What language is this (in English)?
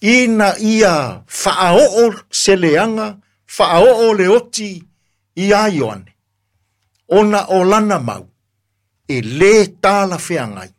Samoan